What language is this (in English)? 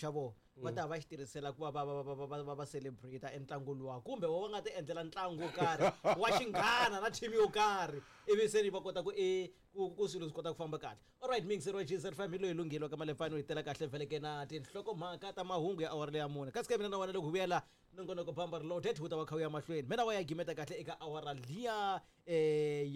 Tsonga